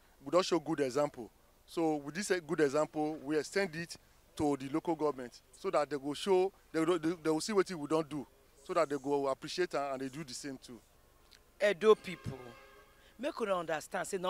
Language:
Nigerian Pidgin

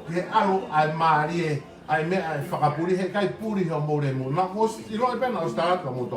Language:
Tongan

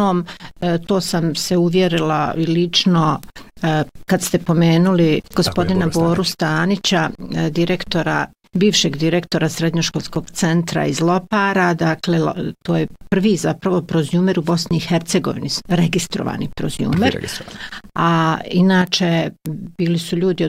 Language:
Bosnian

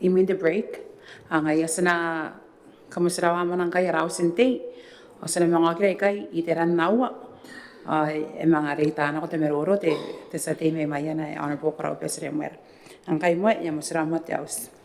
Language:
Gilbertese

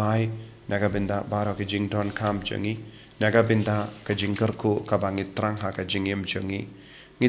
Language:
Khasi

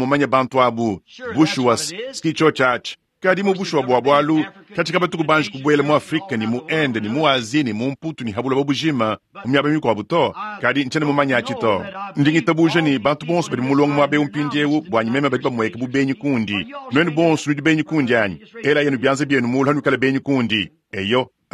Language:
Luba-Lulua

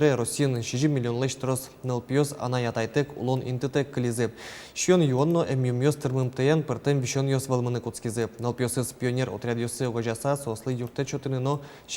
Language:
Udmurt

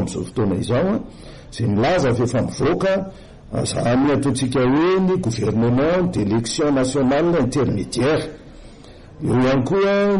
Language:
Malagasy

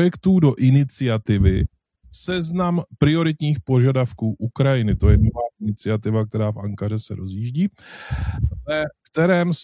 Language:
Czech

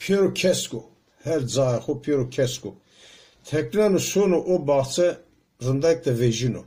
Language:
Zaza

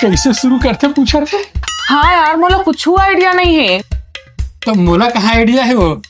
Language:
Chhattisgarhi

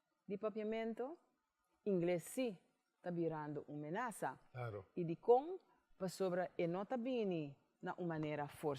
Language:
Papiamento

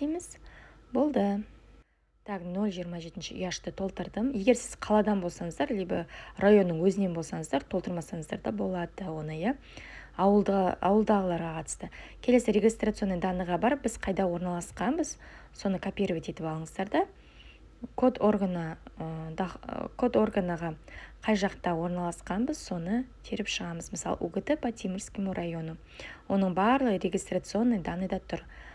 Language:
Kazakh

